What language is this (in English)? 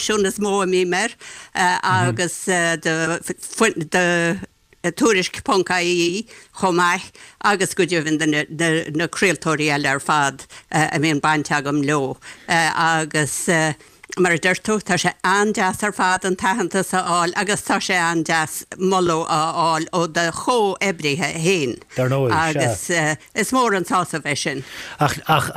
Irish